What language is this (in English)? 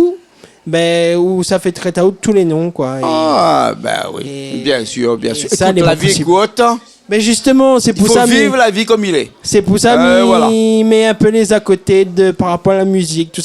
Réunion Creole French